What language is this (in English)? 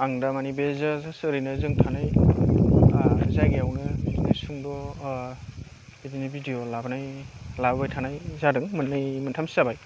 Bodo